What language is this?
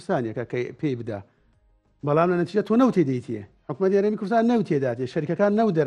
Central Kurdish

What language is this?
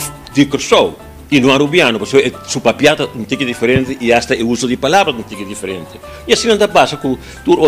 Papiamento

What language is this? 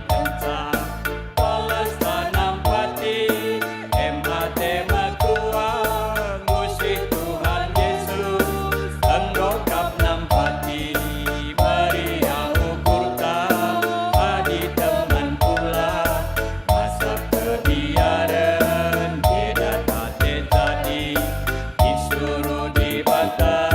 Batak Karo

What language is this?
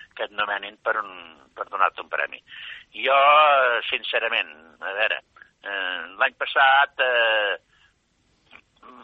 Catalan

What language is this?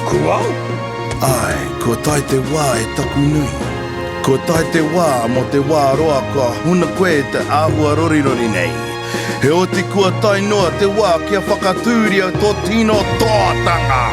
Māori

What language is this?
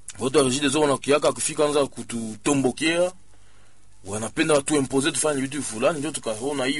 Swahili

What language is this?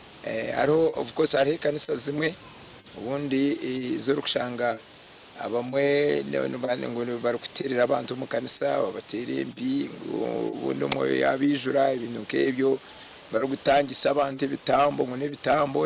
Nyankole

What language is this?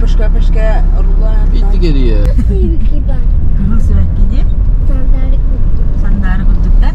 Yakut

